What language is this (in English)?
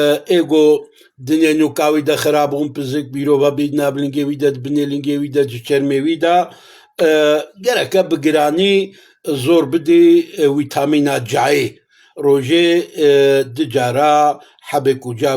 Kurdish